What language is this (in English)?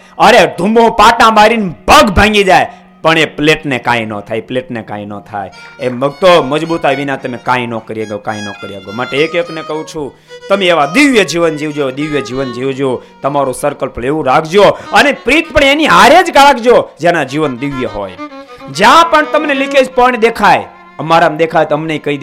Gujarati